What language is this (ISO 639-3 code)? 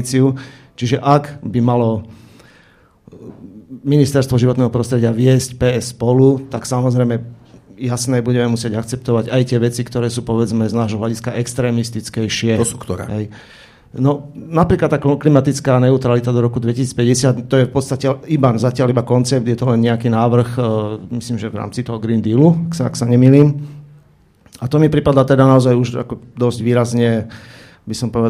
slk